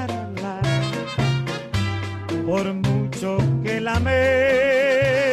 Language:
Spanish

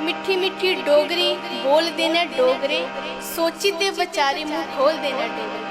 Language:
Dogri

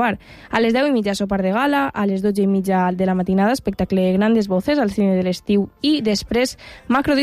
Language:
Catalan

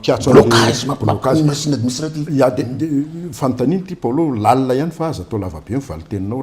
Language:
Malagasy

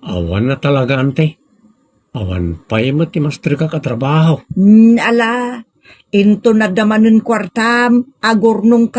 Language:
Iloko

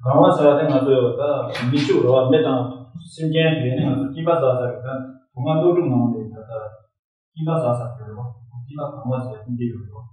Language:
Tibetan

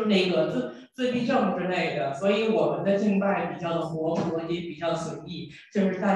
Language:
Chinese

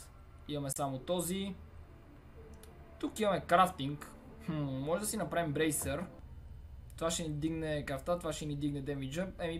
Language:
Bulgarian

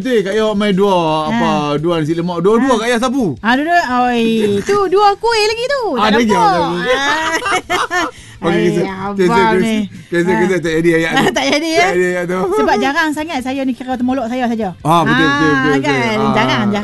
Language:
Malay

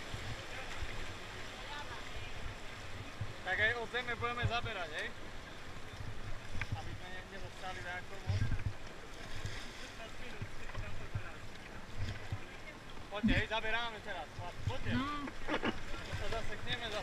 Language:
Slovak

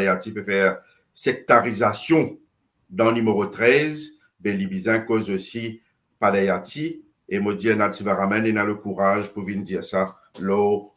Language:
Morisyen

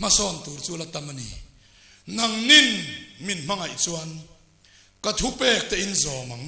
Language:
Mizo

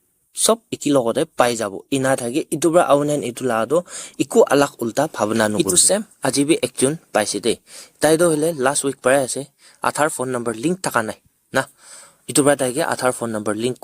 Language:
Naga Pidgin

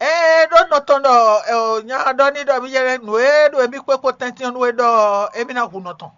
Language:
Fon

